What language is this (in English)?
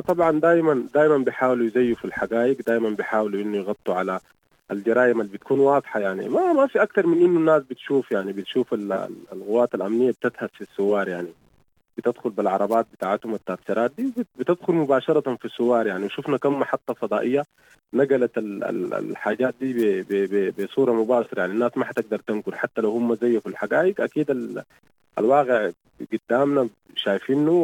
Sudanese Arabic